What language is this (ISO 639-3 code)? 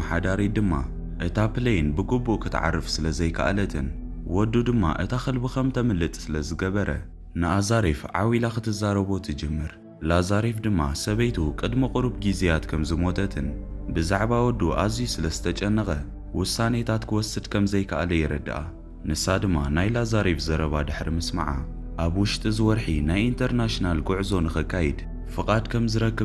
tir